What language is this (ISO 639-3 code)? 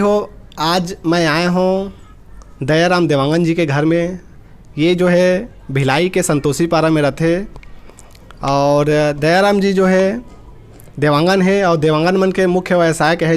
hne